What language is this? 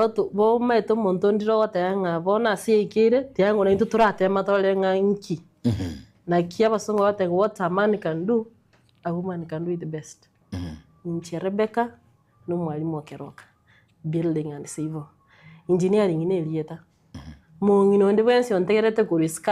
Gusii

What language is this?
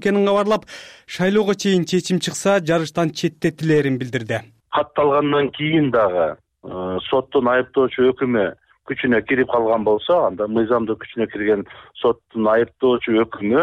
Kyrgyz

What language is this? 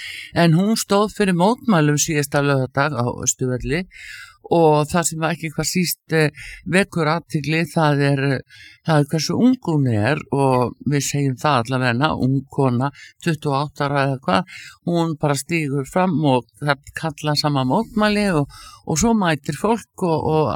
Icelandic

